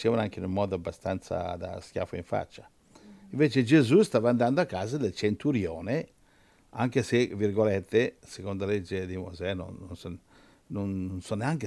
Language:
Italian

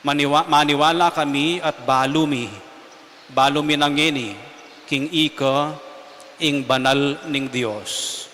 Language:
Pampanga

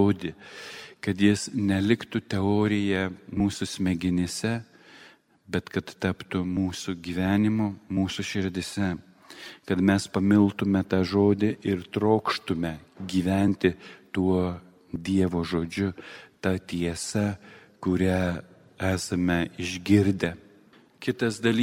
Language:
Lithuanian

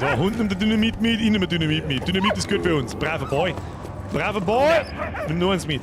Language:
Bavarian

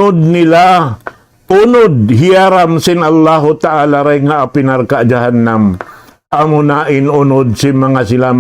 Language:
Tausug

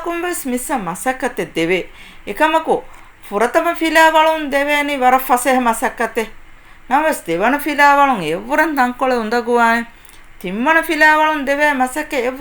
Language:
Divehi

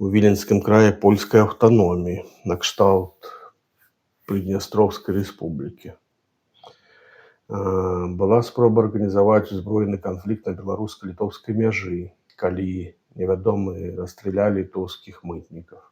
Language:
Belarusian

